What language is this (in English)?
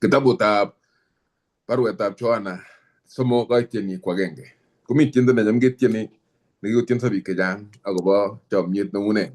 Kalenjin